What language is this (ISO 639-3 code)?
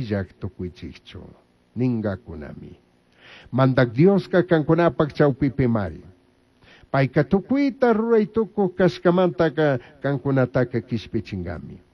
qug